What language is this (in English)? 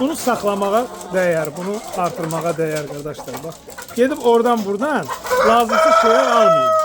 Azerbaijani